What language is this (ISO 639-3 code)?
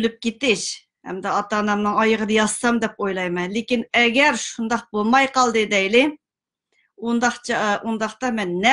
uig